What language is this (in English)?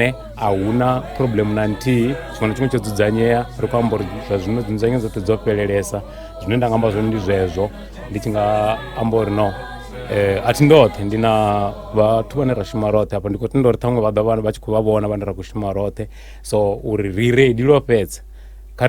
Venda